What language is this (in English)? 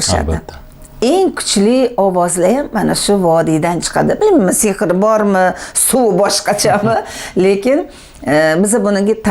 Uzbek